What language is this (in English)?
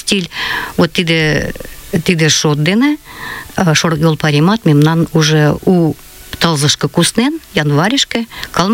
Mari